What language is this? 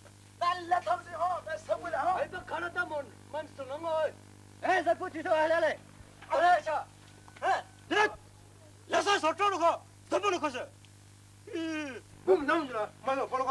Poumei Naga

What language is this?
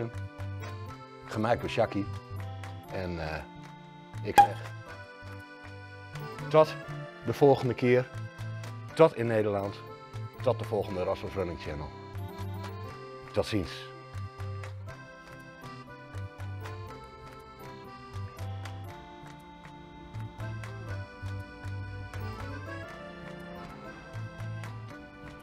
Dutch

